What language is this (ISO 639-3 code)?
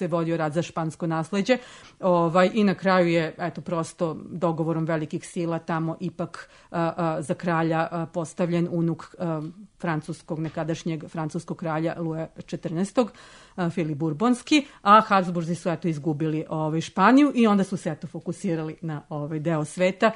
srp